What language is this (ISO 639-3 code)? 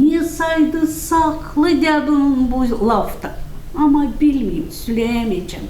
gag